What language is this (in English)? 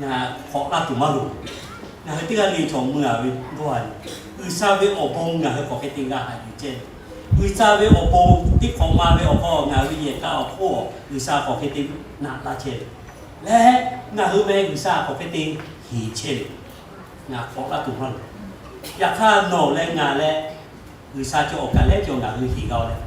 Lahu